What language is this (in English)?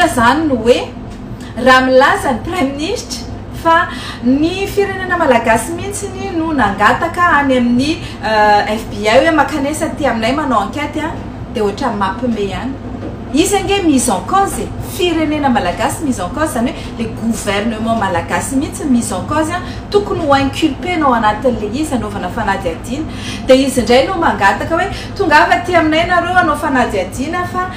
Malagasy